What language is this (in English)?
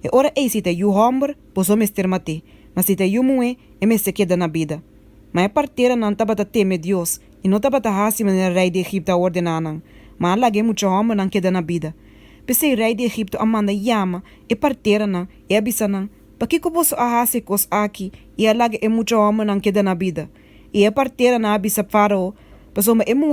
Papiamento